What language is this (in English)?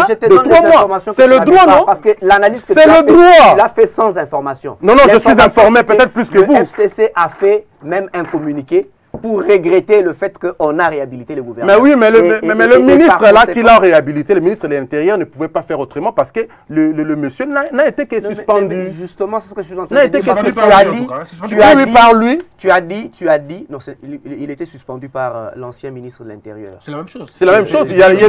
French